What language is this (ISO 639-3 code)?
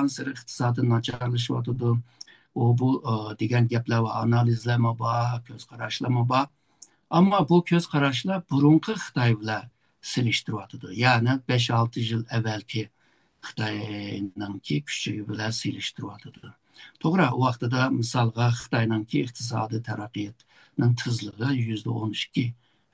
uig